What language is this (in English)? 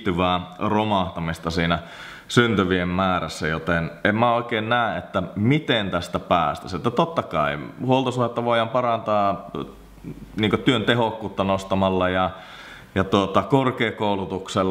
Finnish